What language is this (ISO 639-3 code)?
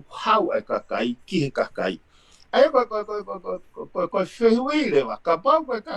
ton